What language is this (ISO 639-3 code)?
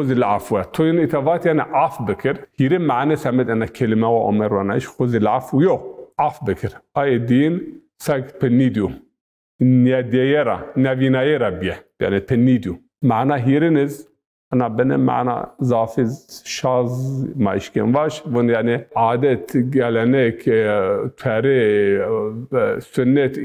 zza